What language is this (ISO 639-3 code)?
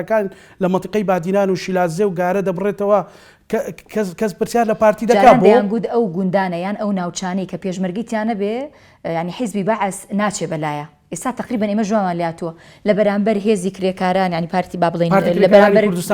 ckb